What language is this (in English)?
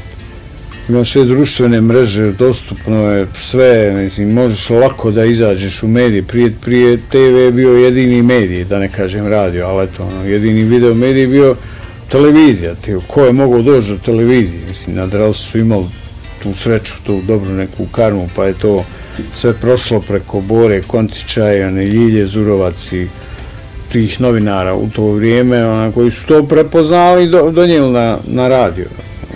Bosnian